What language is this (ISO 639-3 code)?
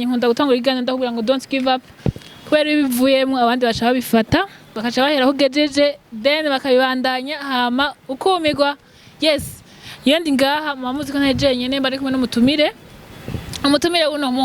run